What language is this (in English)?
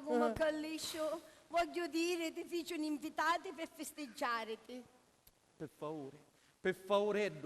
Sicilian